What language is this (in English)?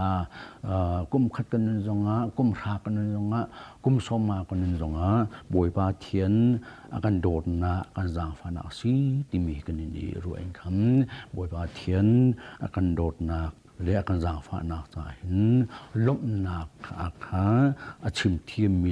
Hakha Chin